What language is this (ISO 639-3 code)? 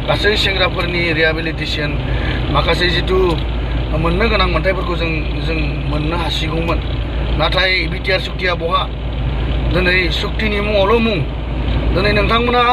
brx